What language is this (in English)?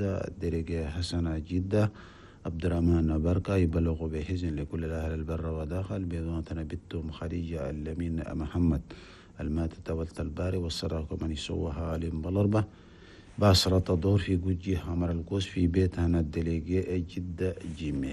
Chadian Arabic